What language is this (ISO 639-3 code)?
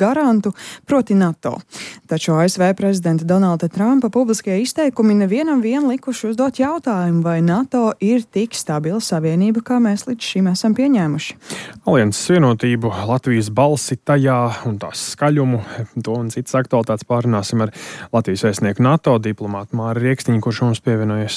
lav